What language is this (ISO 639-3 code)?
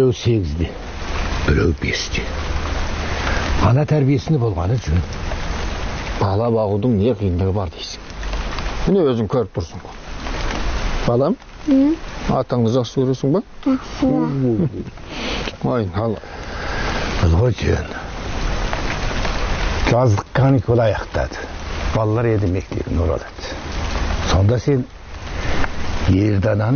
kaz